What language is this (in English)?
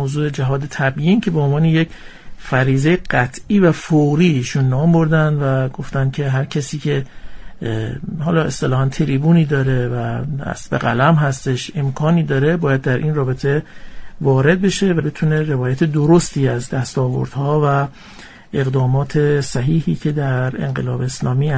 Persian